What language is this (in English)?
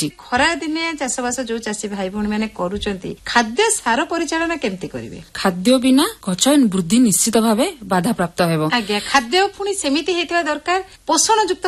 Odia